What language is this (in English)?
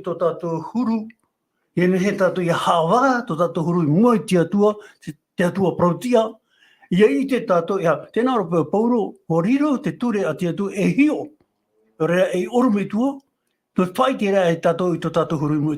Tahitian